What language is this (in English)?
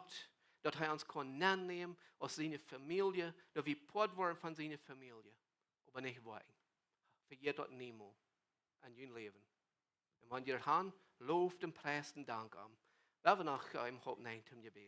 Plautdietsch